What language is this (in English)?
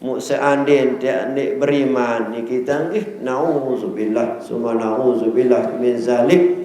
Sasak